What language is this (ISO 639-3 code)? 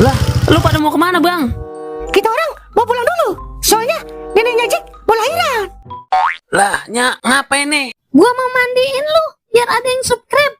bew